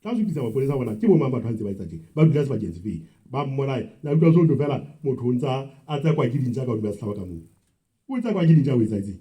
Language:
Southern Sotho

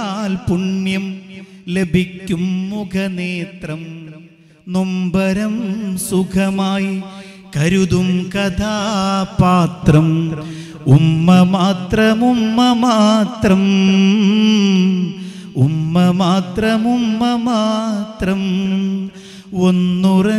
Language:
Malayalam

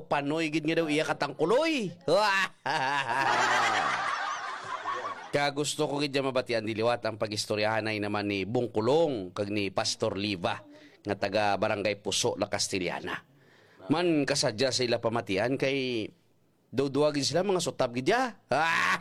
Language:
Hiligaynon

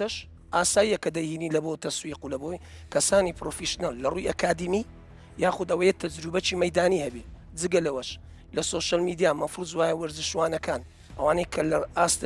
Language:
Central Kurdish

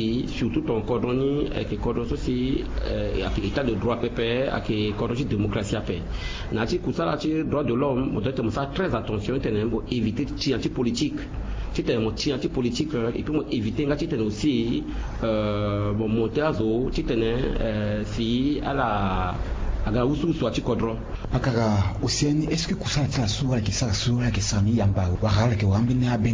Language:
Sango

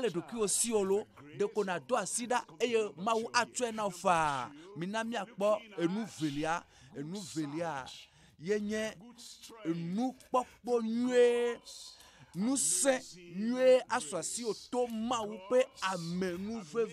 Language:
Ewe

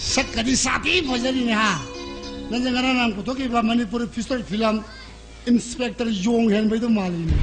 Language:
Manipuri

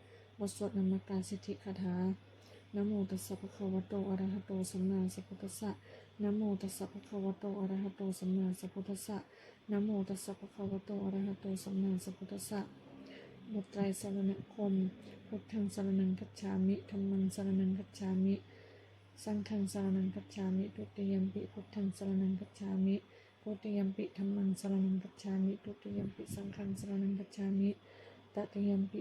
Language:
Pali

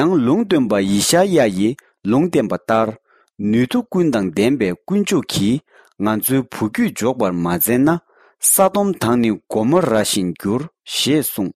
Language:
Tibetan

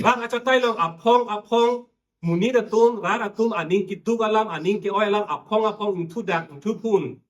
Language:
Karbi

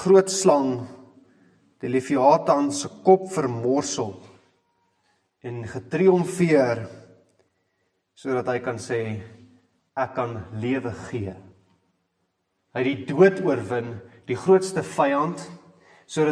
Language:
Afrikaans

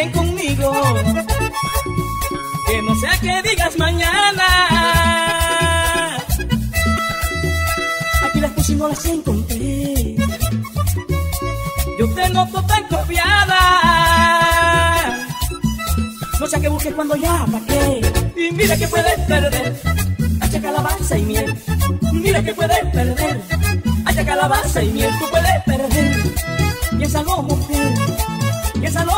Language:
Spanish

